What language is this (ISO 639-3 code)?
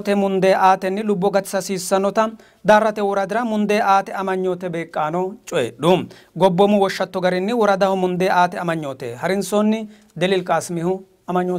sid